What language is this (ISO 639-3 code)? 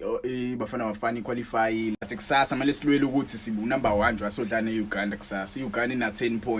zul